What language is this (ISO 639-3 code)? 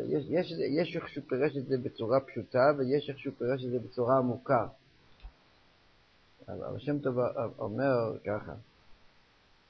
heb